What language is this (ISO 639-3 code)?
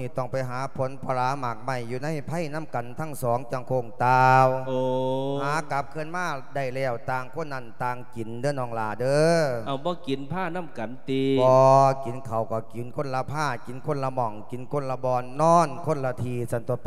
lao